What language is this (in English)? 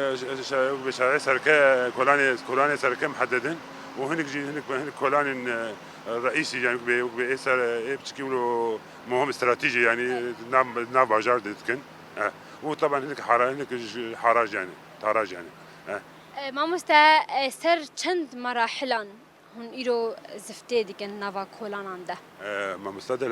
Kurdish